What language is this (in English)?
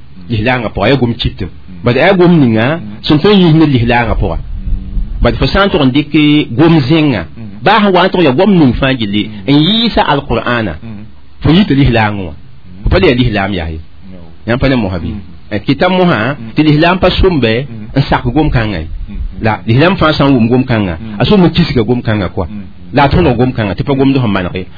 Mossi